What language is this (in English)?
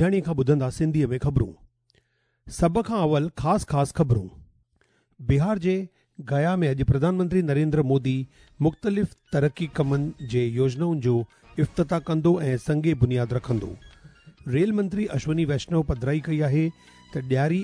Sindhi